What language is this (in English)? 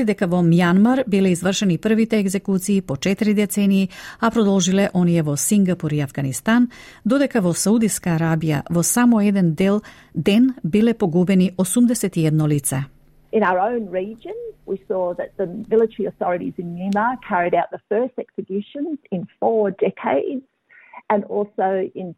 Macedonian